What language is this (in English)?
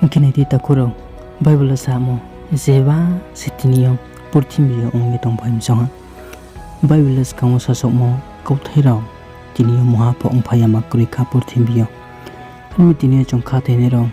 Riang (India)